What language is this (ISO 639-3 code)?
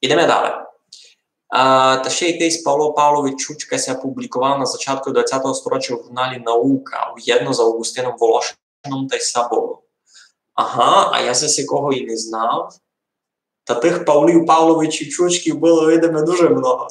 rue